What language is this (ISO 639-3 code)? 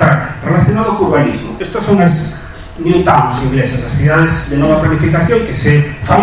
glg